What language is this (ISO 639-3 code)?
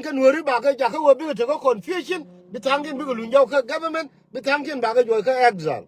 nus